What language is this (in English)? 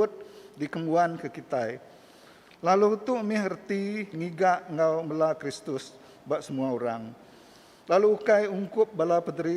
Iban